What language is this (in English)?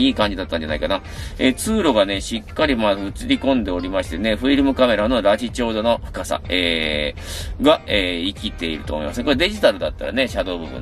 Japanese